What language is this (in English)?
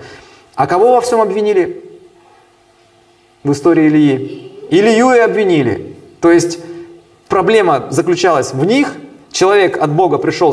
Russian